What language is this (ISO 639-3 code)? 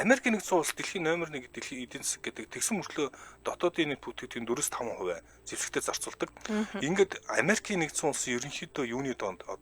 mon